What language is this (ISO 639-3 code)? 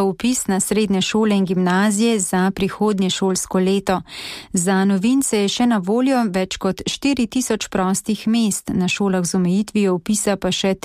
slv